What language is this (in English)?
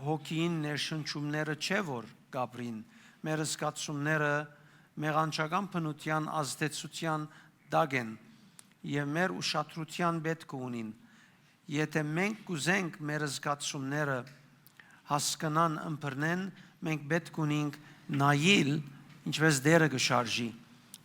Western Armenian